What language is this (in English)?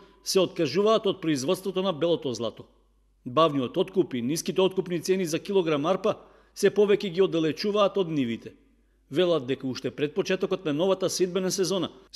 Macedonian